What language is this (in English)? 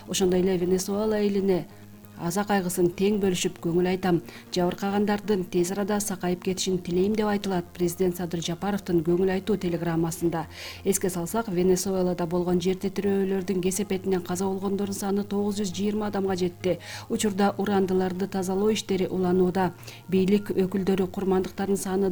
Kyrgyz